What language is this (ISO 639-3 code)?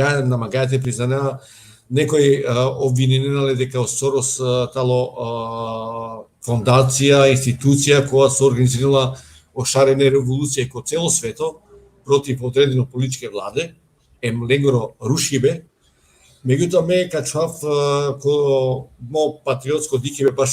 rmn